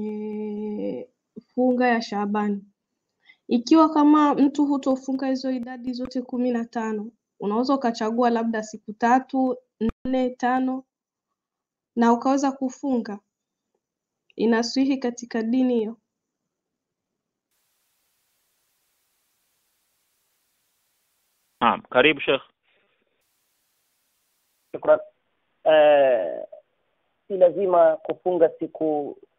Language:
Swahili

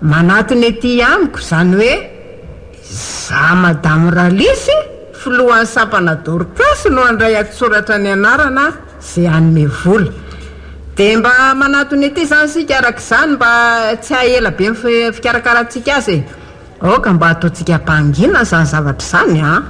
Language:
Malagasy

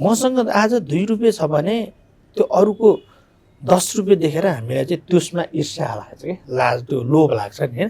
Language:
Nepali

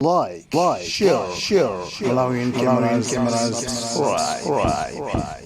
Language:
Nyanja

